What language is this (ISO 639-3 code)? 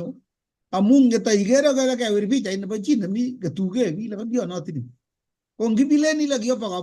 kln